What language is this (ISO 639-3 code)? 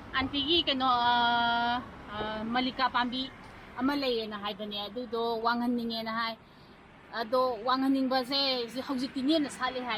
mni